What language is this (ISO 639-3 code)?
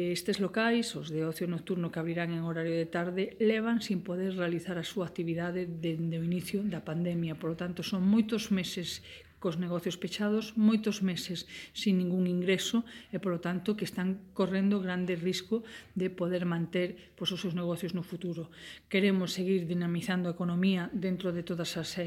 glg